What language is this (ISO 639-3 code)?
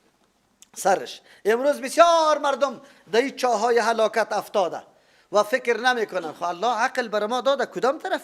fas